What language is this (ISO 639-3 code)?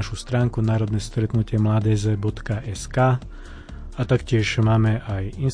slk